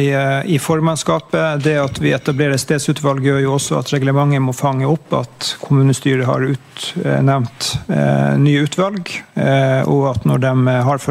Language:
Norwegian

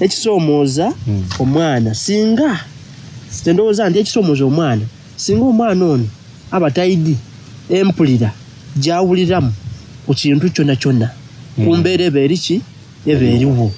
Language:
Soga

